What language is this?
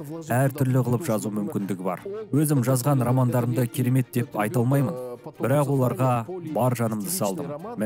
Kazakh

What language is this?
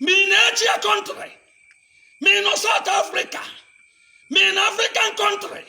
Igbo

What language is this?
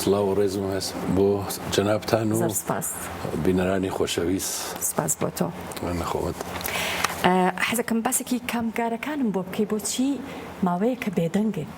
Central Kurdish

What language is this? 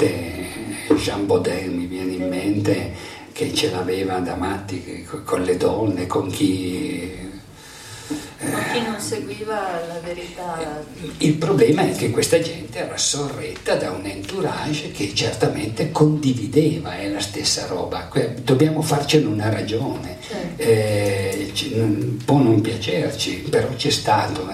Italian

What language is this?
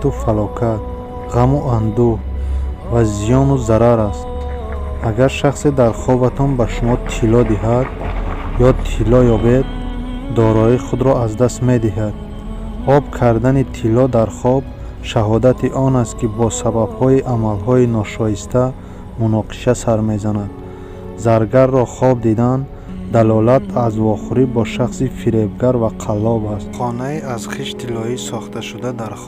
Tajik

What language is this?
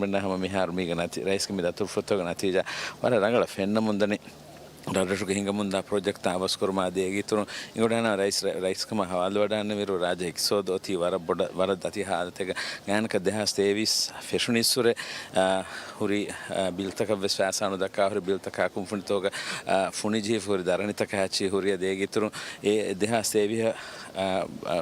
Divehi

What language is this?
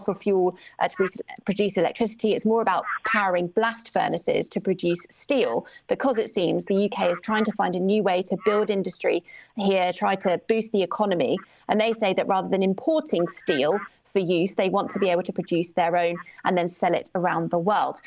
English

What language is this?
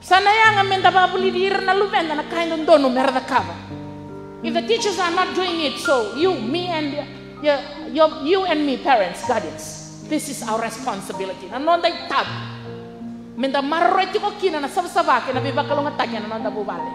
Fijian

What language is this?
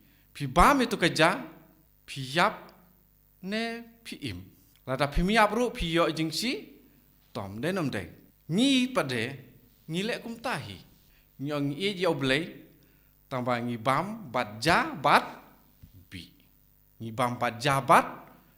Khasi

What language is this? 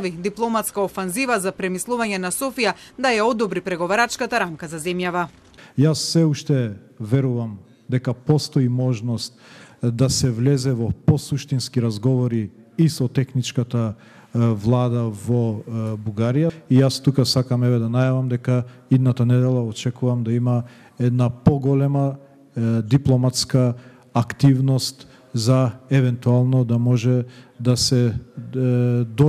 Macedonian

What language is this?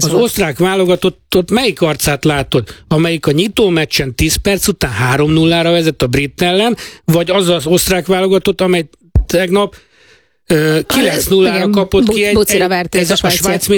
Hungarian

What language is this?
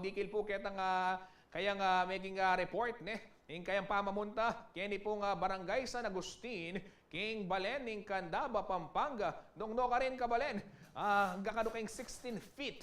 Pampanga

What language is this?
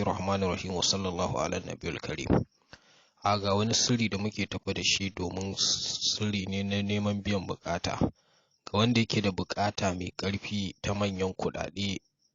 Hausa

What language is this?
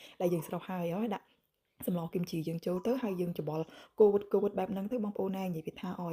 Khmer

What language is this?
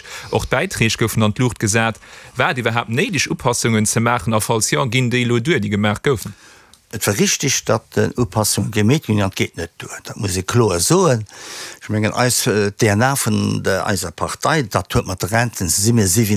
Luxembourgish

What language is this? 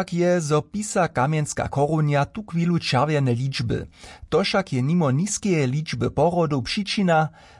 Upper Sorbian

